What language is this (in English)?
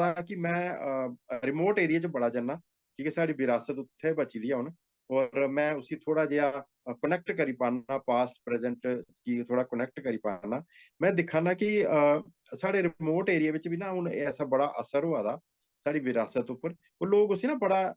Dogri